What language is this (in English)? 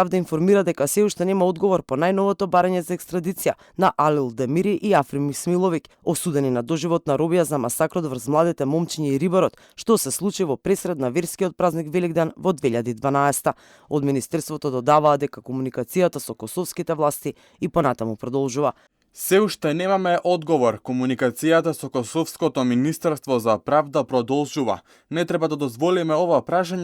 Macedonian